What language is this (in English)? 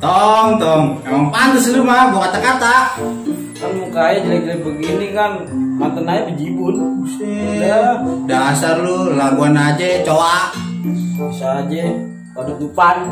Betawi